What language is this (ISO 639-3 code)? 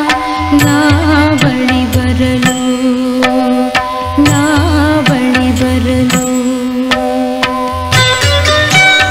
kan